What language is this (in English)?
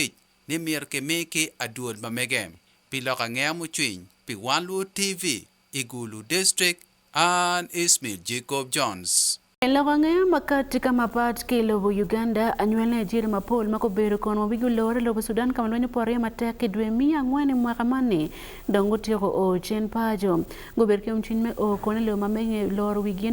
Acoli